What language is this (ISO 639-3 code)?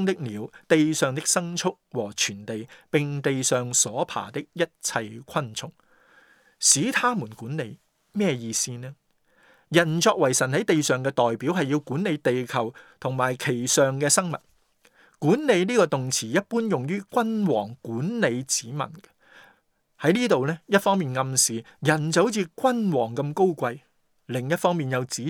yue